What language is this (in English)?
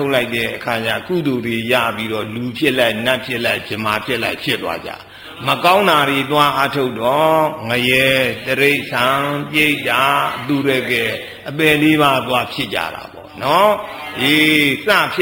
Burmese